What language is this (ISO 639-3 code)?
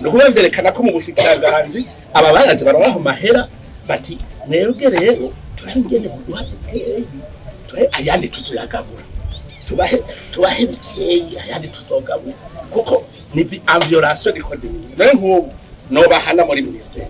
run